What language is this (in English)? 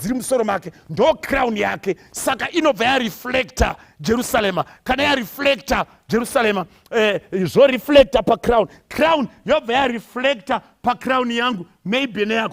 Shona